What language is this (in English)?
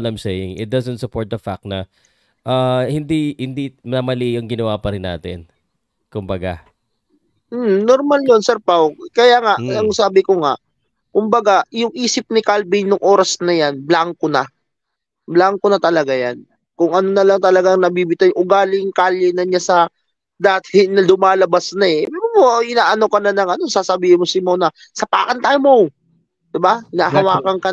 Filipino